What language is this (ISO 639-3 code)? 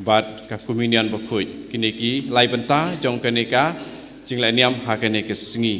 kha